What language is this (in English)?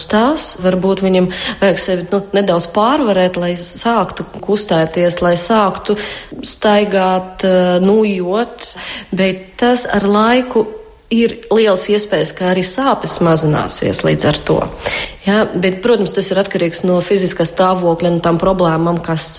Latvian